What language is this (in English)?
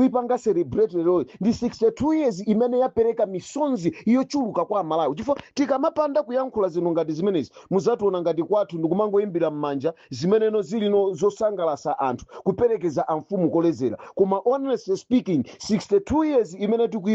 Nyanja